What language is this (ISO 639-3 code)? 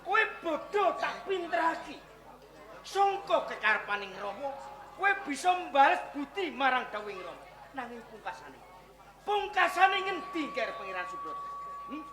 jav